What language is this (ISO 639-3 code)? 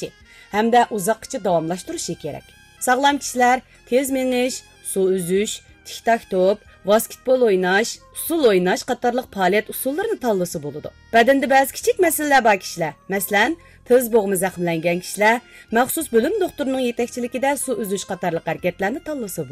uig